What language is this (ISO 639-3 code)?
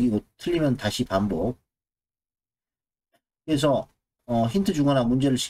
kor